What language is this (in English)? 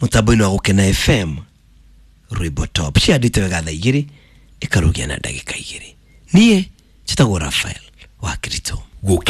Kikuyu